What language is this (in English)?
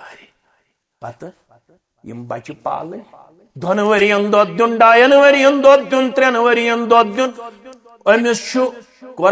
Kashmiri